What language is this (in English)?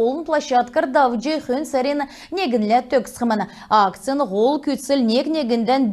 Kalmyk